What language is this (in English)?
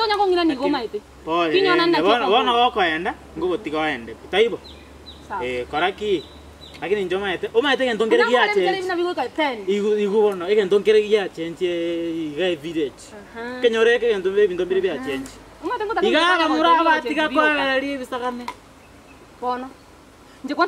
Gusii